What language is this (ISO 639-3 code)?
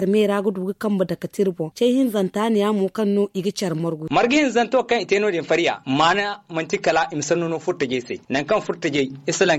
dje